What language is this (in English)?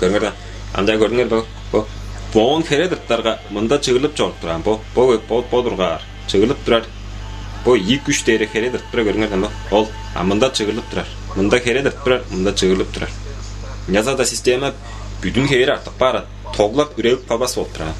Tuvinian